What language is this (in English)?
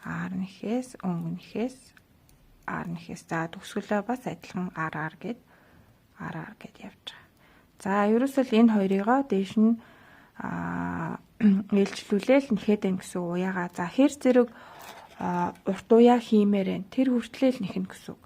Mongolian